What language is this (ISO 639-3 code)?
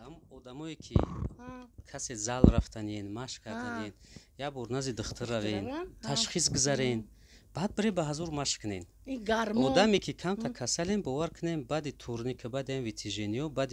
tgk